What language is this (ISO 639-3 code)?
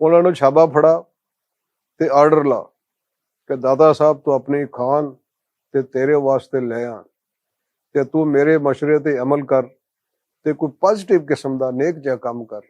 lah